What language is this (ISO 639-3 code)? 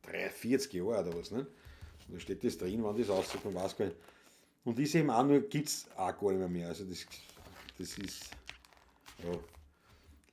bar